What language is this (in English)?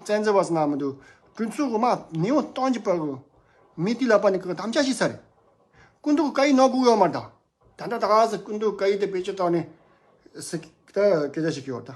Tibetan